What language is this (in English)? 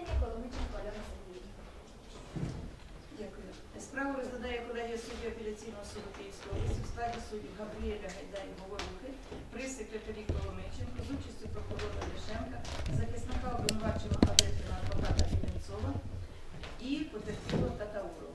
Ukrainian